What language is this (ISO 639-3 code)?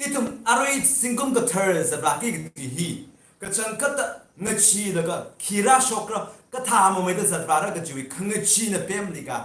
nmf